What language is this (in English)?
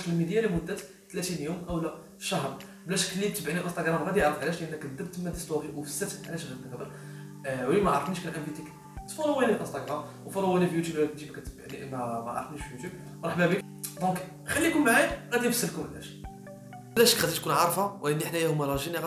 Moroccan Arabic